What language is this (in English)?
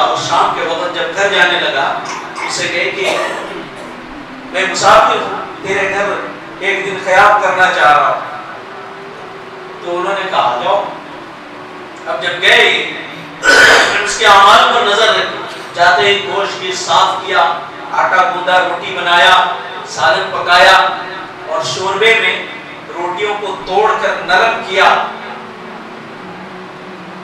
Urdu